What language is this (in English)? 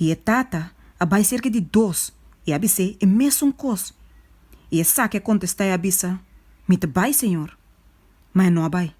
Papiamento